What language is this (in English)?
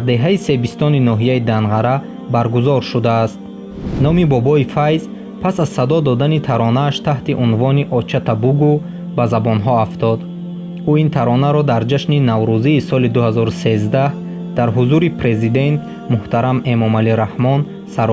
Tajik